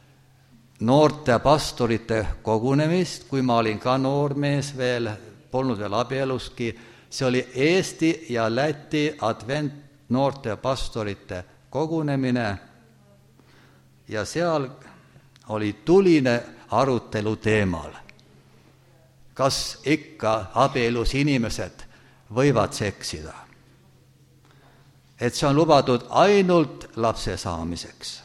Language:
Estonian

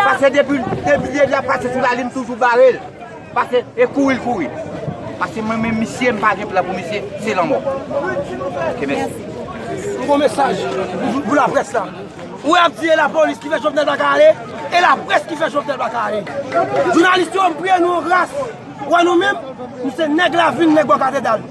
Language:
Haitian Creole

